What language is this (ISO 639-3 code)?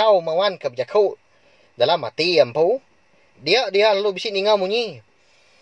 iba